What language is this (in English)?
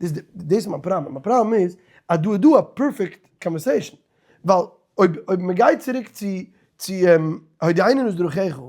Yiddish